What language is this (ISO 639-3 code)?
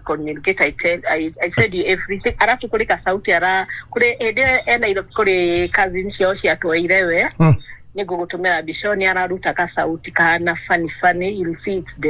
kik